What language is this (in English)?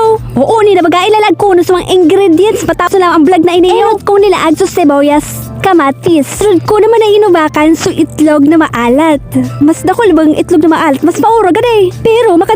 Bikol